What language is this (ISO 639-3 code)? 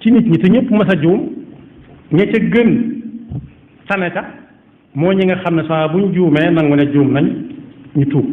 wol